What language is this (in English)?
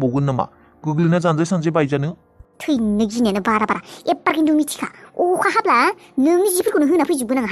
Bodo